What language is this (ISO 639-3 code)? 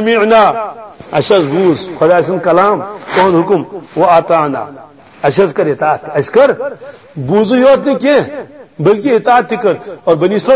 kas